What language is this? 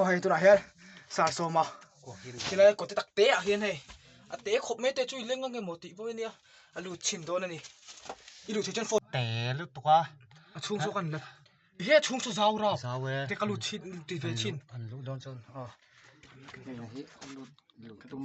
Mizo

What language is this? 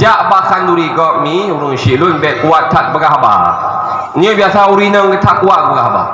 Achinese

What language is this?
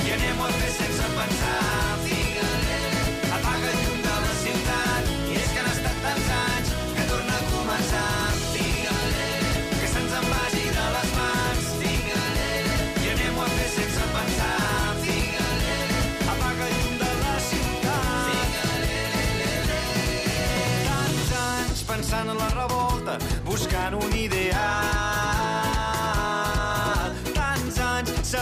Catalan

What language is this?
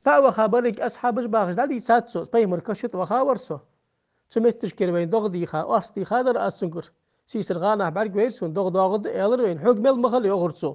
Ingush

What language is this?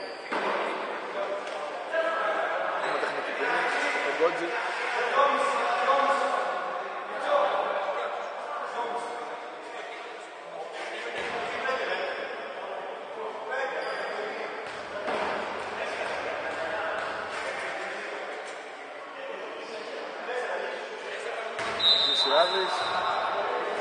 Greek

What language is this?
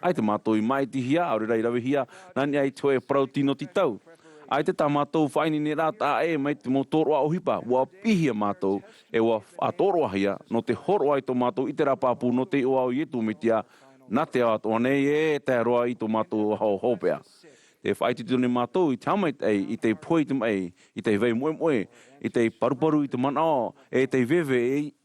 Tahitian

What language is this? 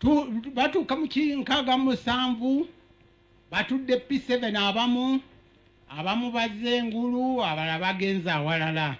Ganda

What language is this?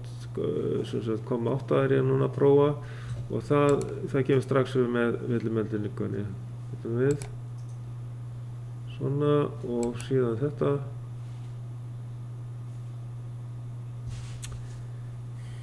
Icelandic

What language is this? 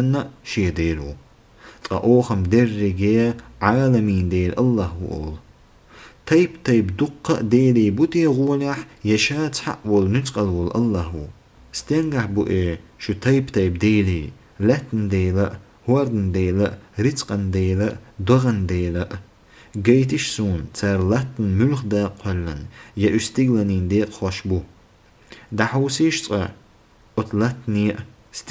Chechen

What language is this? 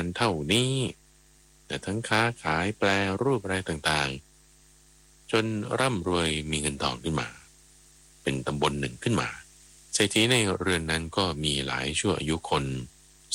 Thai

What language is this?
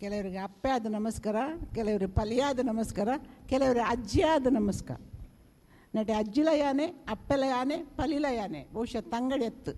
Tulu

